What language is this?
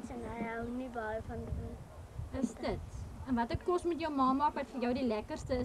Afrikaans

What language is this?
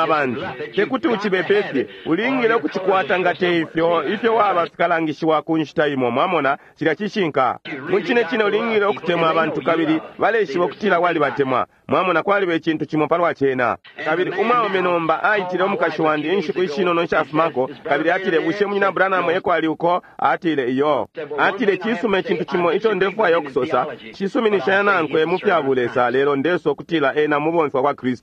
Bemba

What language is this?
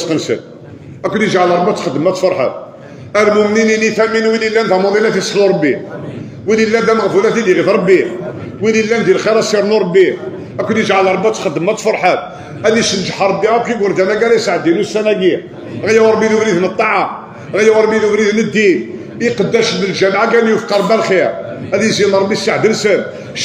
Kabyle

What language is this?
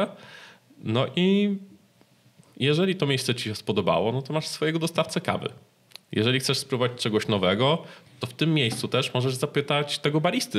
Polish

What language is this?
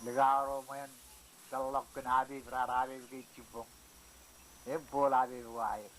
Marshallese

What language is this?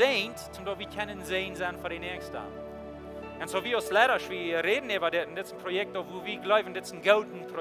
Plautdietsch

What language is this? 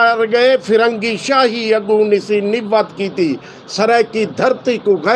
Saraiki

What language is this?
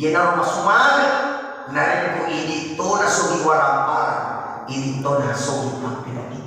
Buginese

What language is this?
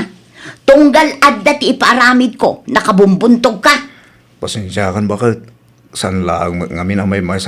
Iloko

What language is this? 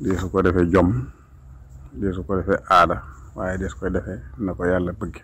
Wolof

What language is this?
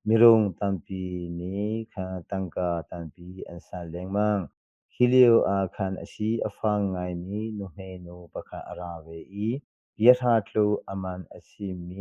Hakha Chin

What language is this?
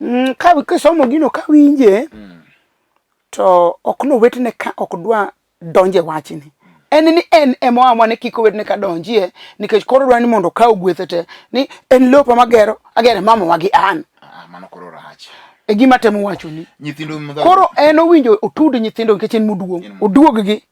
Luo (Kenya and Tanzania)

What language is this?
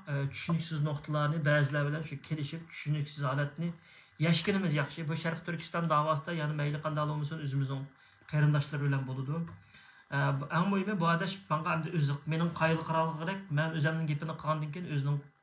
Uyghur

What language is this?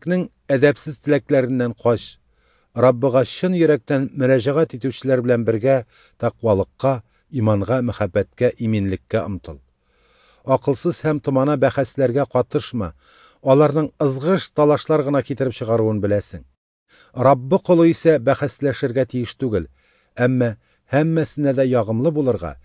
Tatar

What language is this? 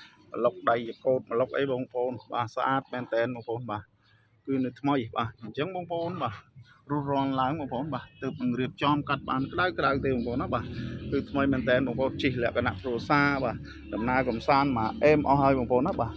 Khmer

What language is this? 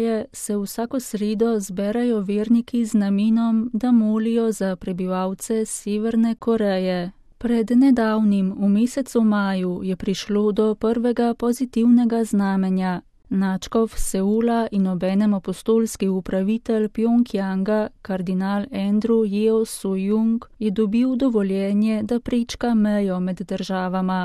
Slovenian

